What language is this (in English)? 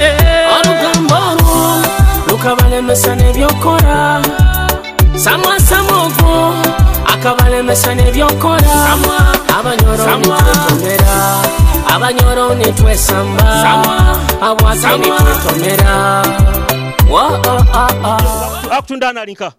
Nyoro